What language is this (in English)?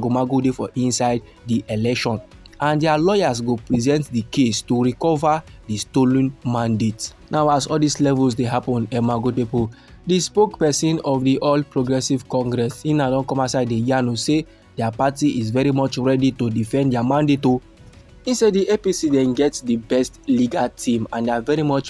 Nigerian Pidgin